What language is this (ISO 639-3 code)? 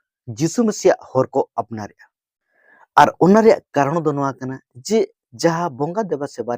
sat